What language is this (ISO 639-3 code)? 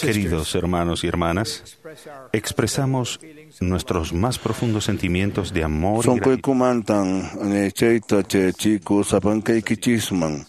que